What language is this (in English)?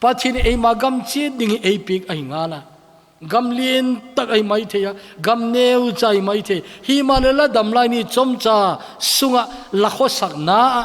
Thado Chin